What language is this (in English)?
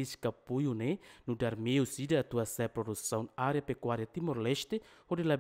Tetum